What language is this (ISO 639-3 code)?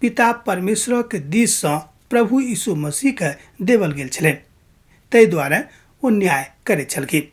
mai